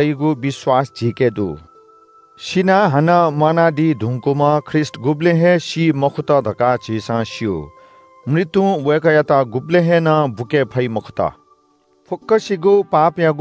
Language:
Newari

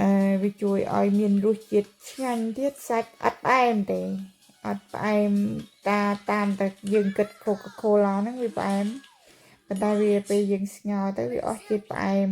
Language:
Khmer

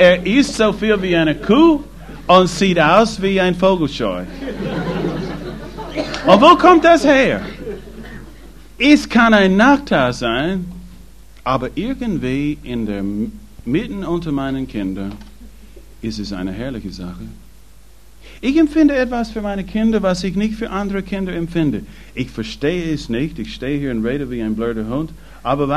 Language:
German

